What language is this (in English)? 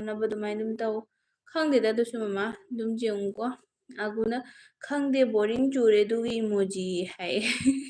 Manipuri